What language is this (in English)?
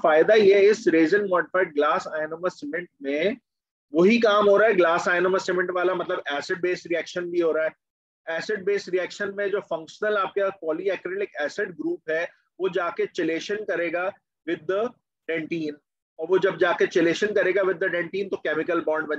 Hindi